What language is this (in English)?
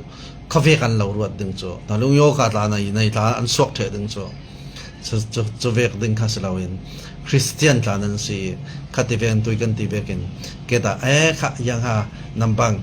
Falam Chin